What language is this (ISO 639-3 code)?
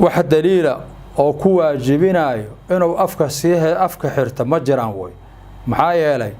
som